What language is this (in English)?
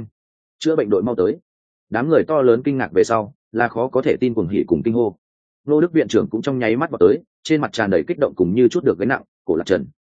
Vietnamese